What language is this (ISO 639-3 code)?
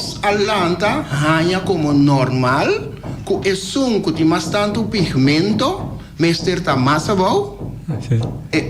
pap